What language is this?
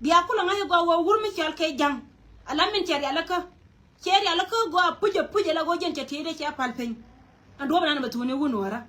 Nuer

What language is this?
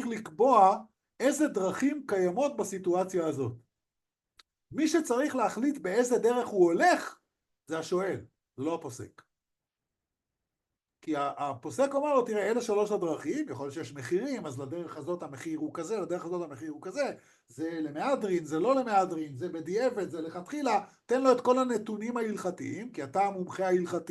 Hebrew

